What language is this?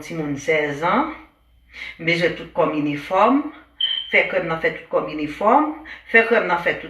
Haitian Creole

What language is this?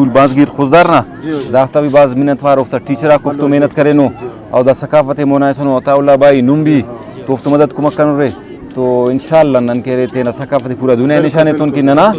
Brahui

